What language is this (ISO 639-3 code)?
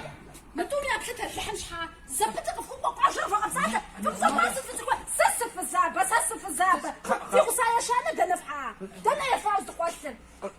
kbd